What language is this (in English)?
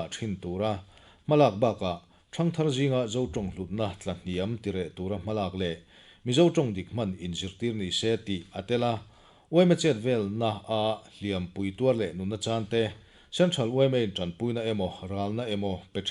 Mizo